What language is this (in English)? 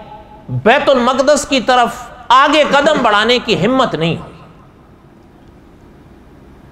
Urdu